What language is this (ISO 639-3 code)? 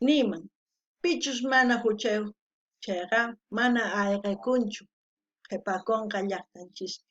quh